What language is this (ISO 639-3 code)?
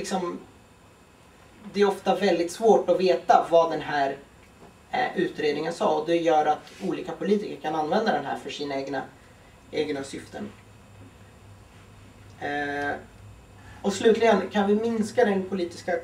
swe